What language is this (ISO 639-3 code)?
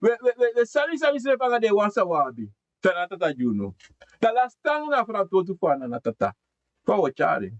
srn